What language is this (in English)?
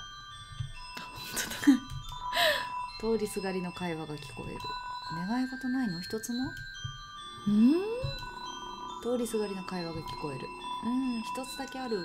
Japanese